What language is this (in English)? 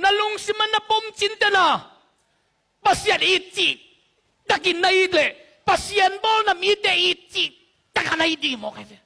Tedim Chin